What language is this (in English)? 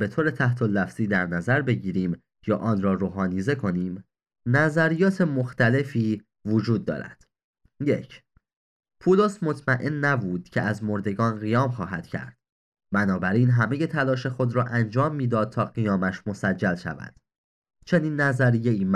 Persian